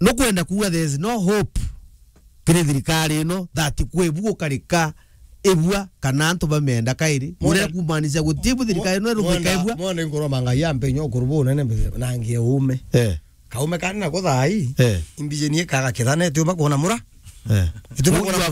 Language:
Meru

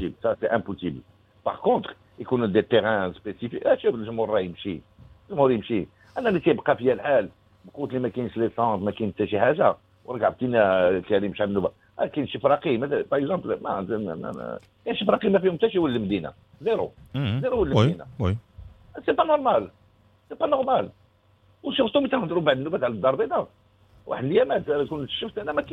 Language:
Moroccan Arabic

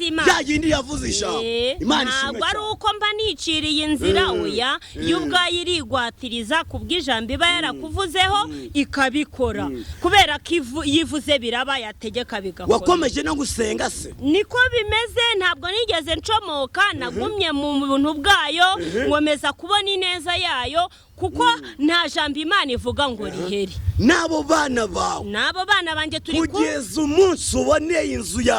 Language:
Kinyarwanda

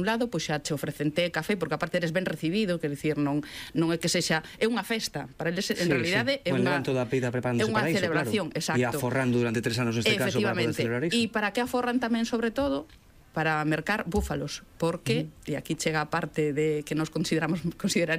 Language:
Galician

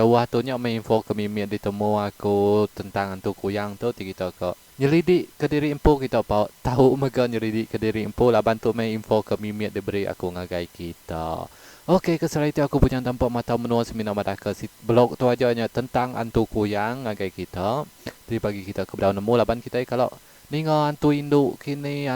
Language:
Iban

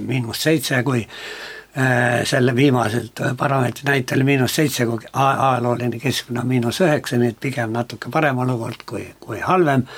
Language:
Estonian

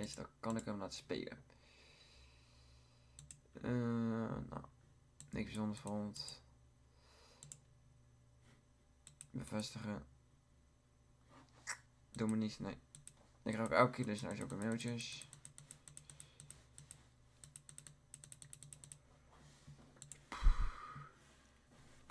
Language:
Dutch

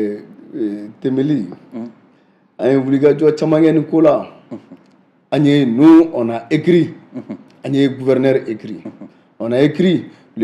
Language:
Bambara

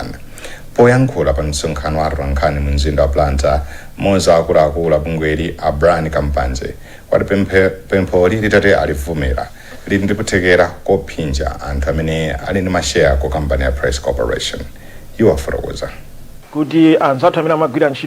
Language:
Nyanja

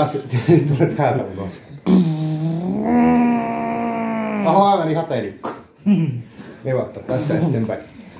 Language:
Finnish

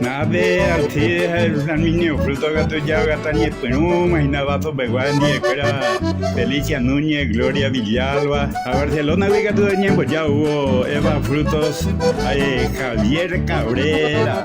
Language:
Guarani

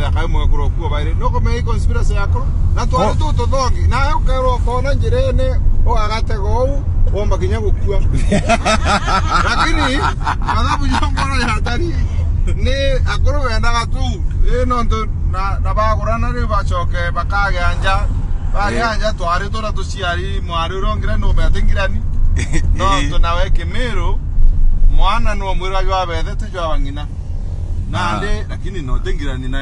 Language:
Meru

